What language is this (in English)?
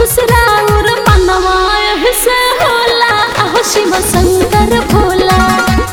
Bhojpuri